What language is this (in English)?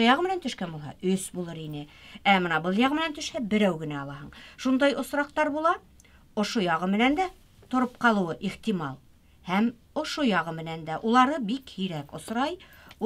Bashkir